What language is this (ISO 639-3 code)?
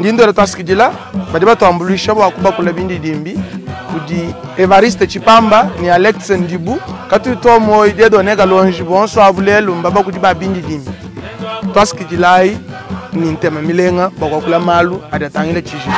lua